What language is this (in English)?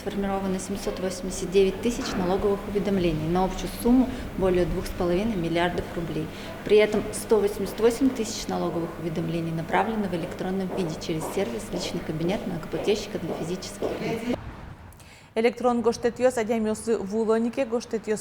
Udmurt